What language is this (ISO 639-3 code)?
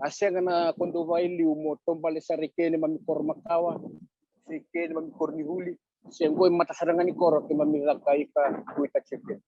fij